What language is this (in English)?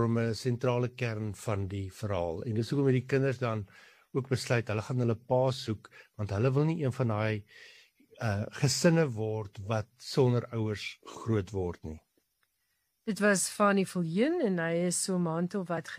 Afrikaans